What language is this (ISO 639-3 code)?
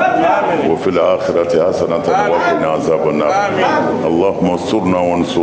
bam